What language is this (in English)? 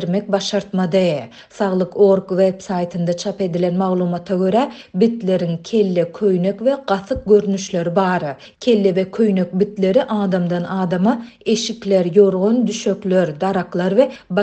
Turkmen